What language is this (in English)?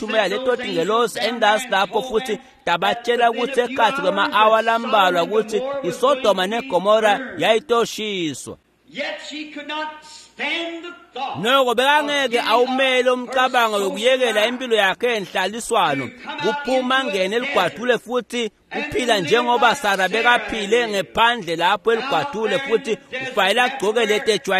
Swati